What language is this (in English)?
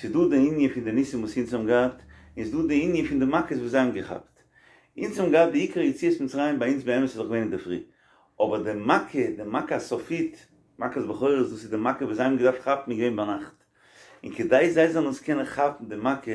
Yiddish